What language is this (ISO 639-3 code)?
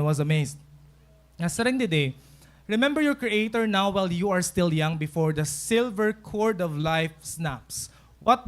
war